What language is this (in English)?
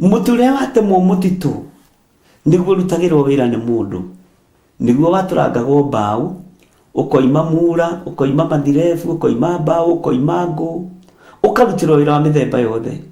Kikuyu